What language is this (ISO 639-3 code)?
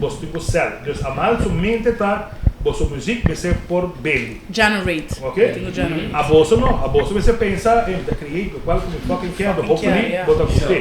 pap